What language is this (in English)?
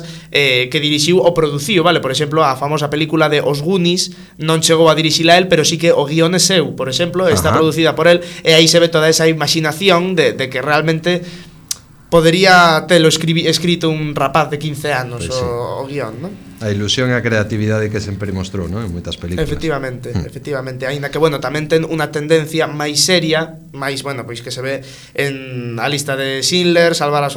Galician